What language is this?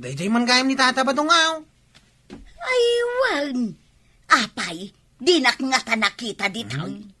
Iloko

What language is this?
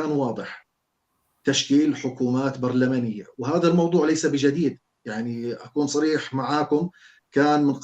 North Levantine Arabic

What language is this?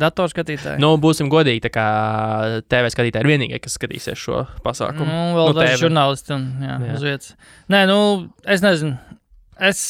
Latvian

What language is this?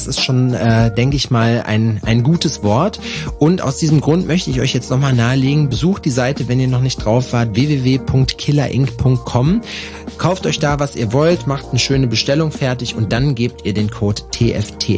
German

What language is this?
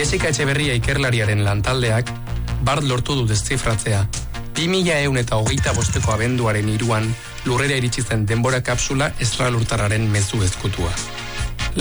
Basque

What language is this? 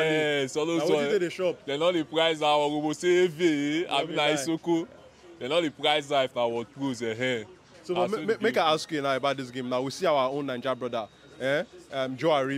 Nigerian Pidgin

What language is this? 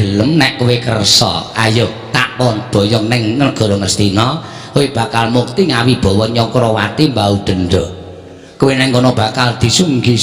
Javanese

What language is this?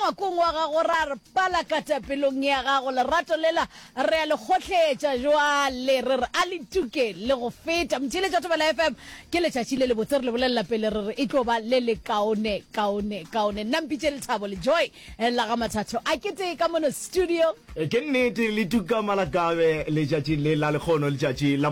Northern Sotho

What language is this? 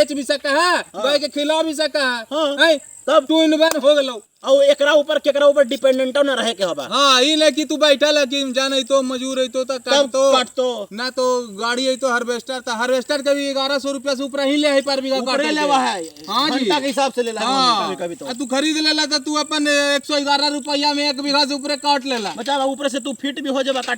Magahi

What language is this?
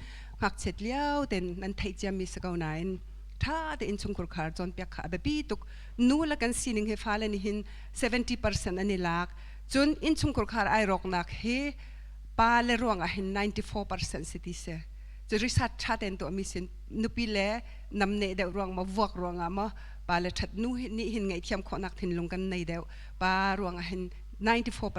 Hakha Chin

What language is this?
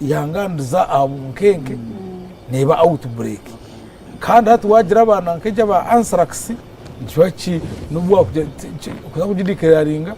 Nyankole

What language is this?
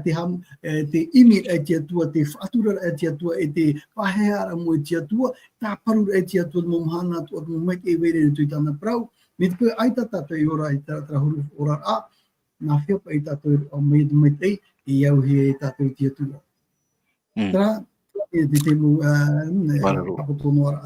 Tahitian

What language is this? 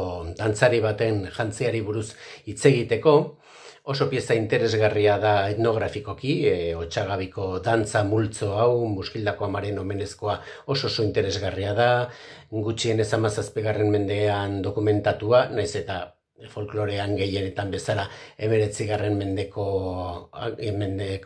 Basque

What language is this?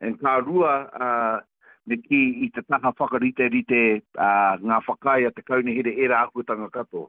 Māori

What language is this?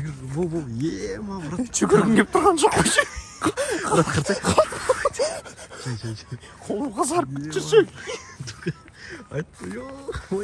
Kazakh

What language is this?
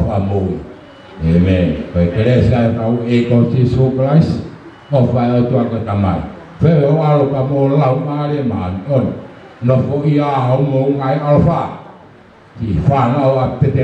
Tongan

